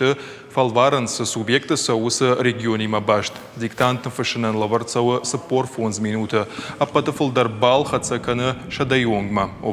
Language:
Ossetic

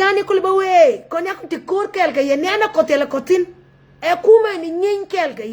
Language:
Nuer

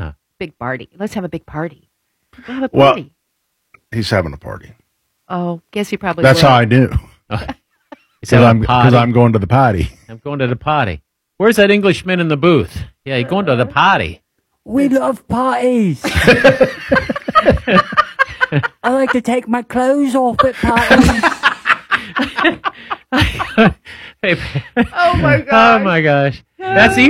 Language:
English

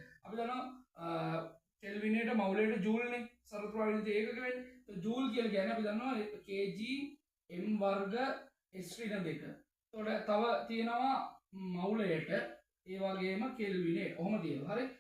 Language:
Sinhala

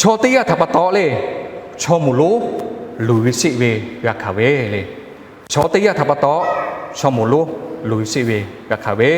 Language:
Lahu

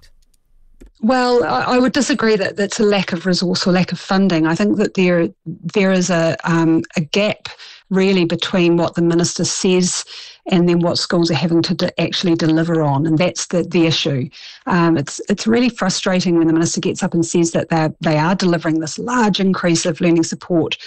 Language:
English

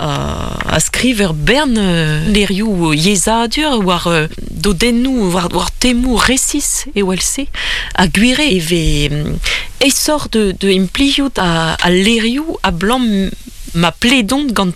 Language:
Breton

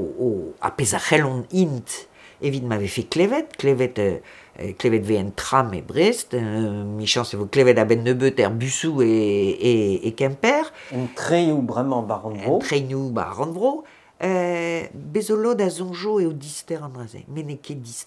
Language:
Breton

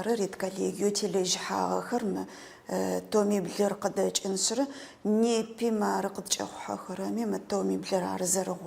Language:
Adyghe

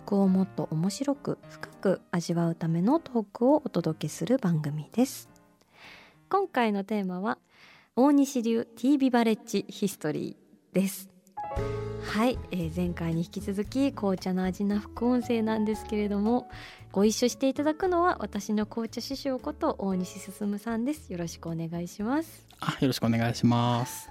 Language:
Japanese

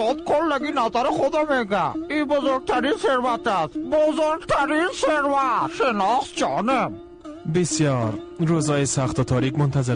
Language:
Persian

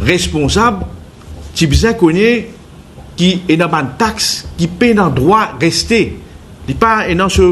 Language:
Morisyen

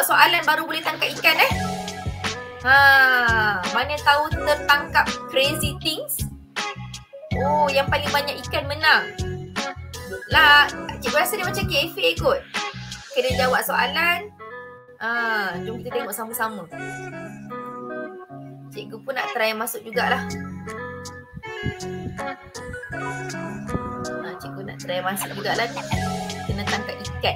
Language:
Malay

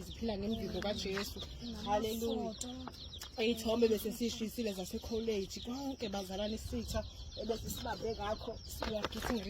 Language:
Zulu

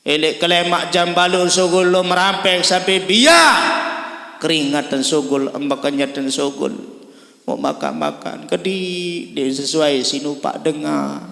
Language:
Sasak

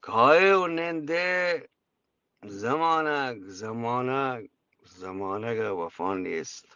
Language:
Eastern Balochi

